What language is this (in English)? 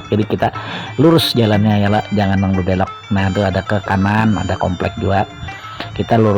Banjar